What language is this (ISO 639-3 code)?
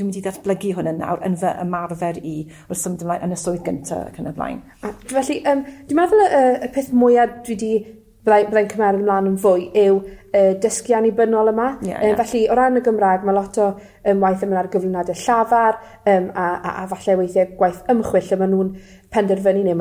cym